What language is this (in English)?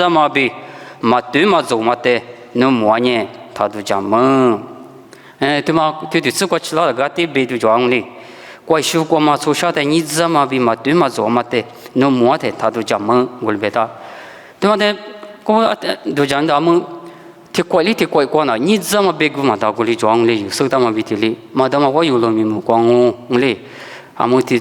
Lisu